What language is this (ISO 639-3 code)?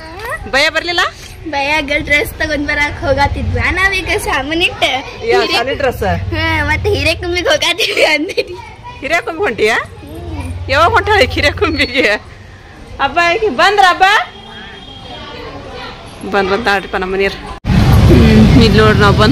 kan